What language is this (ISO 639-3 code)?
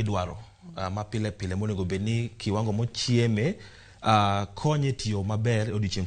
luo